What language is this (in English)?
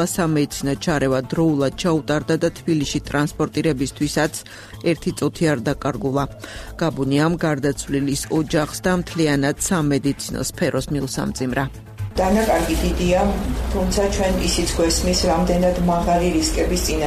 Georgian